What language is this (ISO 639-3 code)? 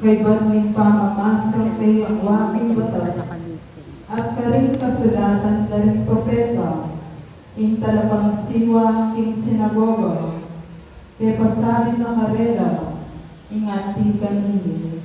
pam